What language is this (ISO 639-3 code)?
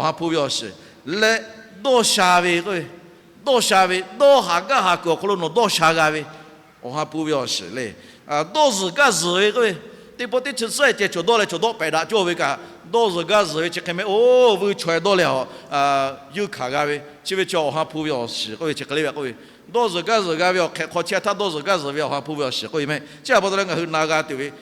lhu